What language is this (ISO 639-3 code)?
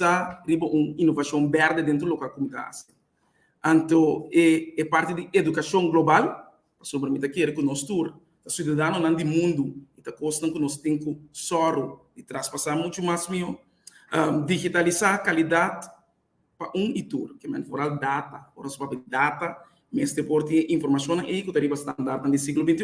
pap